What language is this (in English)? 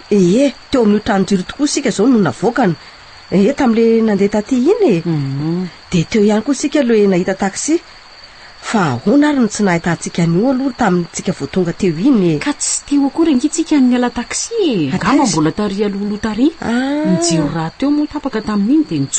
Malagasy